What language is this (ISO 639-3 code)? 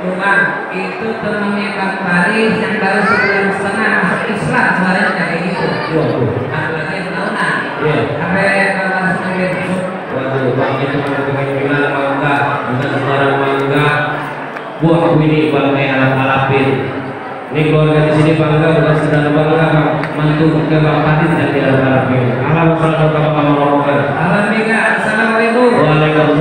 bew